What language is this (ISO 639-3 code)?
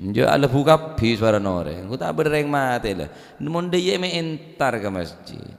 mad